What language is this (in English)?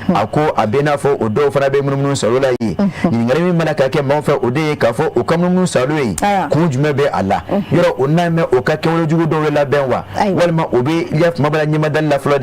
Bambara